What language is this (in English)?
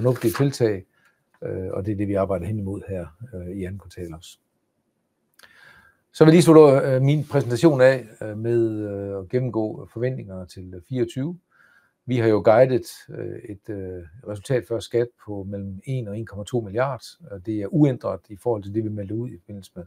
Danish